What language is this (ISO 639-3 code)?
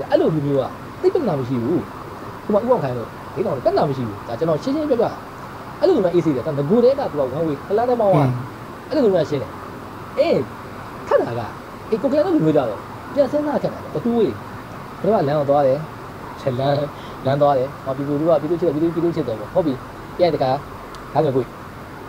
mya